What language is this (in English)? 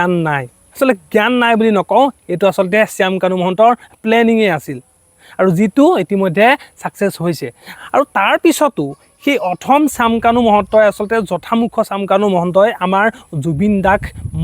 Assamese